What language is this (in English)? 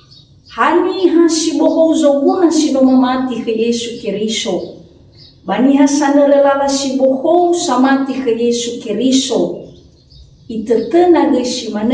Nias